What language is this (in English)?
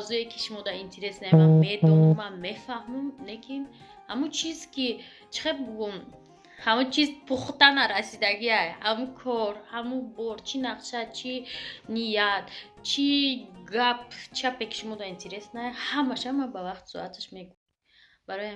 Tajik